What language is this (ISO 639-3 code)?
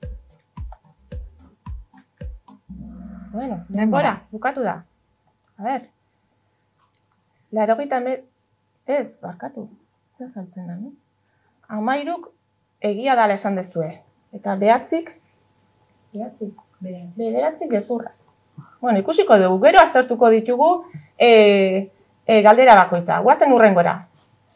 eus